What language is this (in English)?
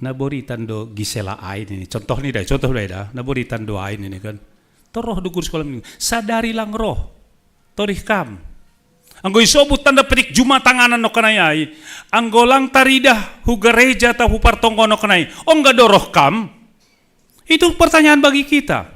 Batak Simalungun